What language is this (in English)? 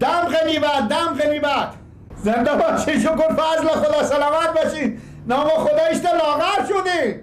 Persian